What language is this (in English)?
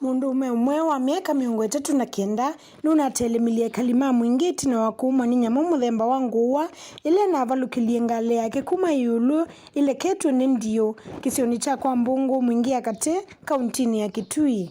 Kamba